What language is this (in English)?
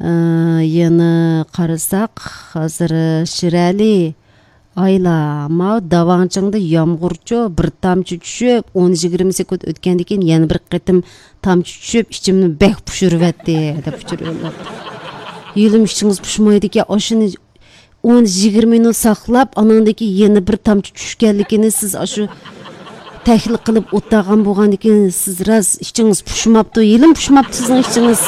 Uyghur